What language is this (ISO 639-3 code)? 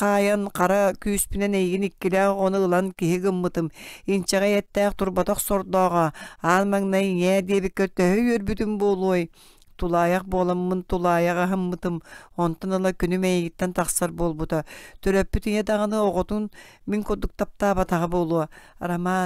sah